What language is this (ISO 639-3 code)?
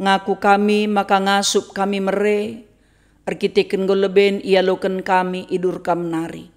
btx